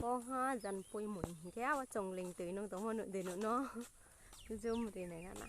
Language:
Riang (India)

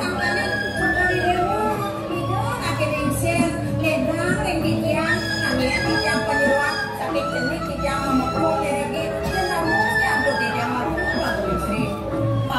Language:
Balinese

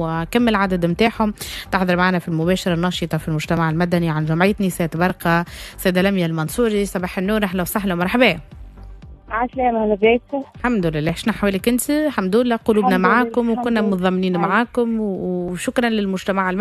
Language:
Tunisian Arabic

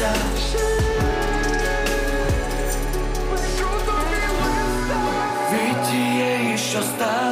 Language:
Ukrainian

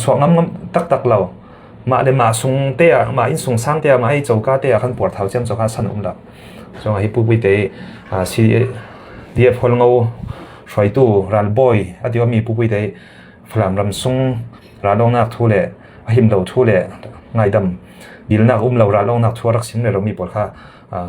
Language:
Falam Chin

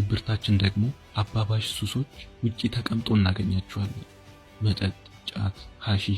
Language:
Amharic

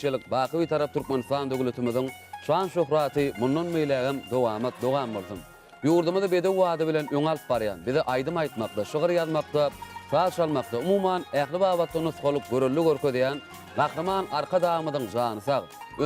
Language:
Turkmen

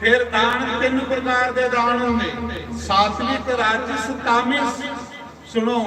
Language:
Dogri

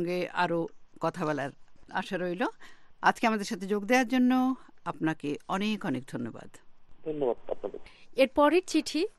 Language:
Bangla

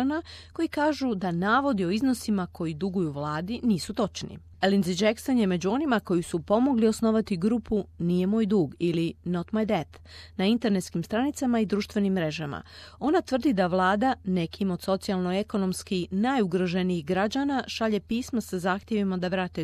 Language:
Croatian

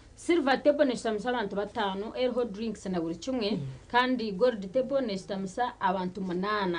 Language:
Nyankole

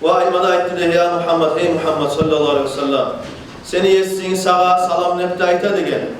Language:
Kumyk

